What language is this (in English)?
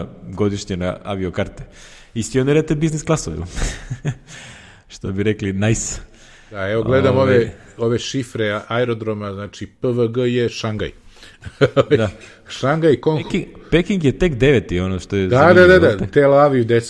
Serbian